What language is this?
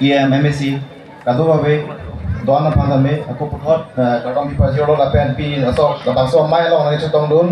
Karbi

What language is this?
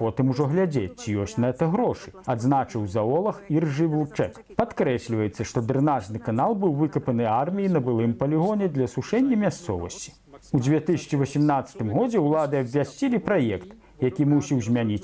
Belarusian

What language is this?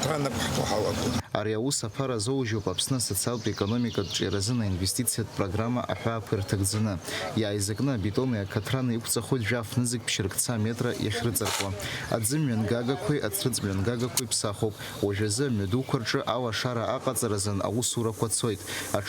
Abkhazian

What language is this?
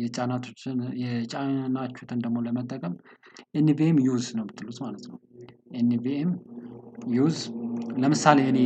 Amharic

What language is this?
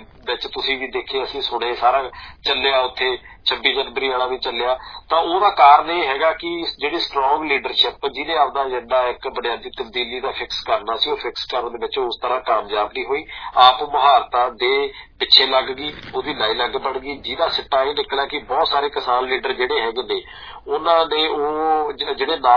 Punjabi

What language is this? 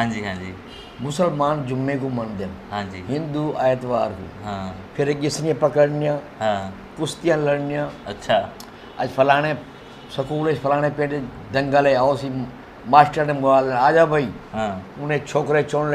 Saraiki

